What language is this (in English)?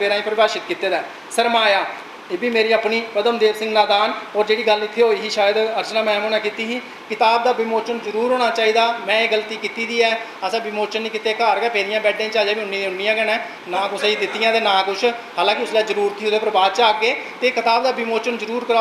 Dogri